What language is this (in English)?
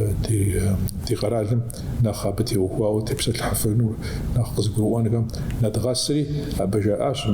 Kabardian